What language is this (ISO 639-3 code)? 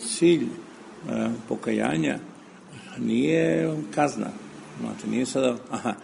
srp